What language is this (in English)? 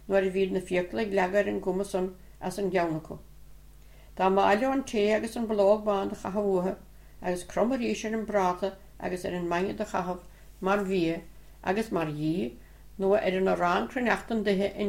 Irish